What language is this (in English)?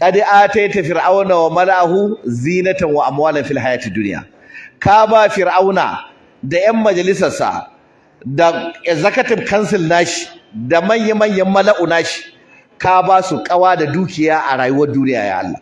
Hausa